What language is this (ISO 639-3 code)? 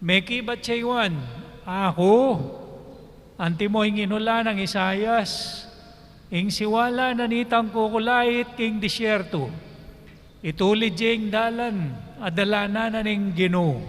pam